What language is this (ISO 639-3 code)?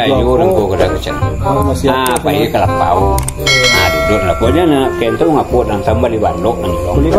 min